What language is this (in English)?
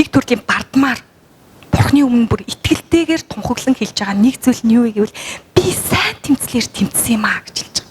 Mongolian